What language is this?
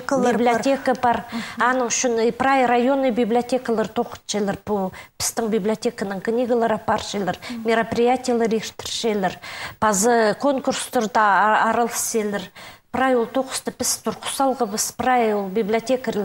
Khakas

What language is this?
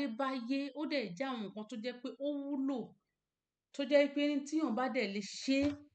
Yoruba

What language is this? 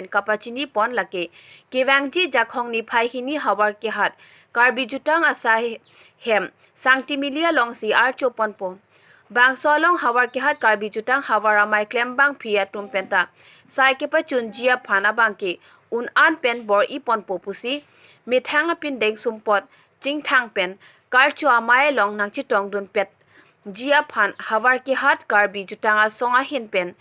Karbi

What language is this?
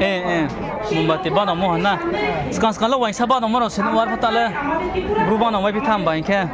Riang (India)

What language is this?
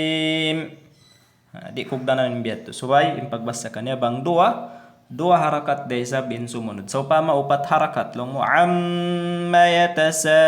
Tausug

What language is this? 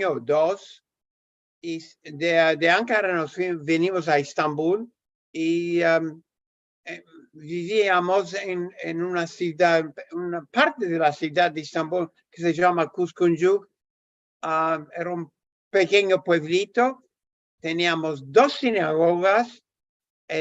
Ladino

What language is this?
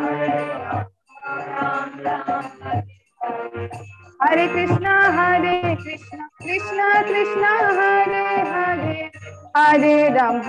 Bangla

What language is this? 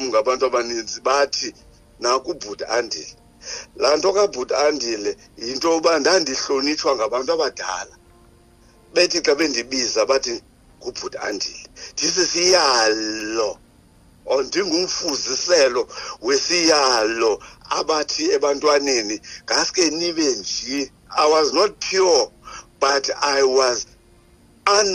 Xhosa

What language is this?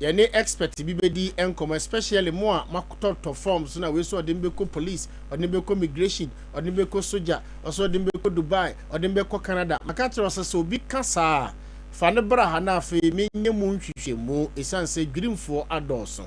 Akan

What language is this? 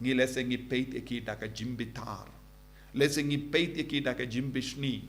Khasi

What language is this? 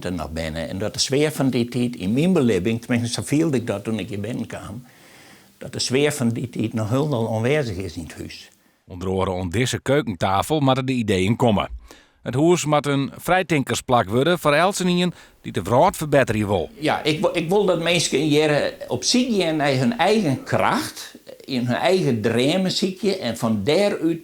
Western Frisian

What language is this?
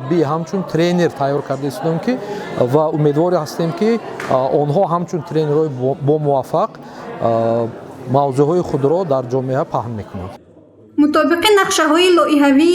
Tajik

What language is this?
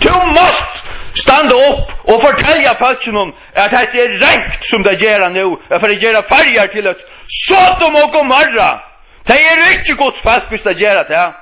Faroese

